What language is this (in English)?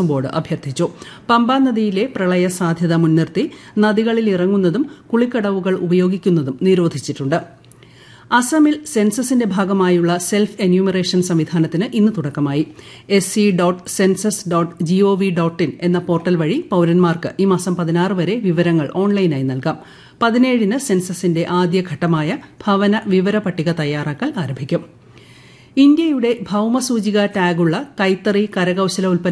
Malayalam